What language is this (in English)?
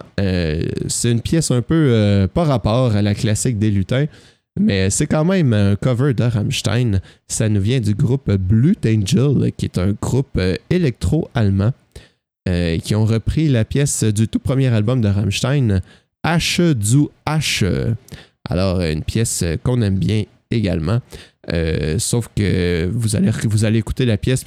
French